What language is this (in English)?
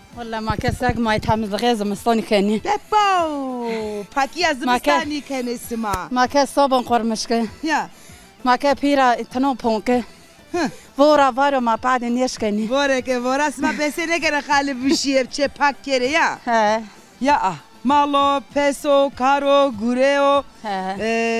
Zaza